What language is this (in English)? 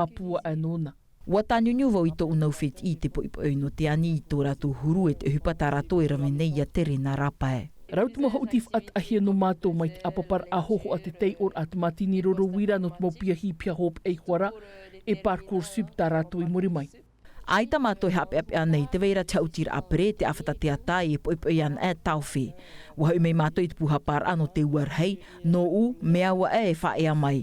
Tahitian